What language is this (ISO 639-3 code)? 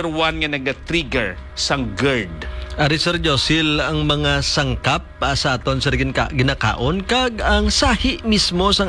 hil